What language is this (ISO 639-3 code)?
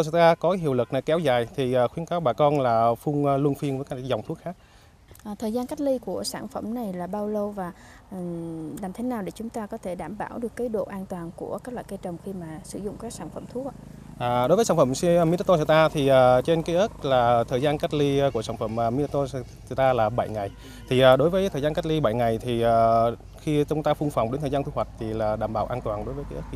vie